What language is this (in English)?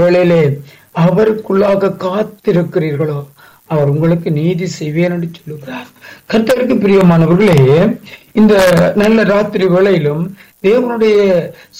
Tamil